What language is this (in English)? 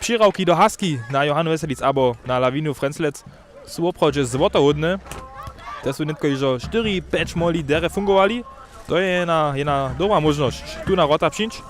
Upper Sorbian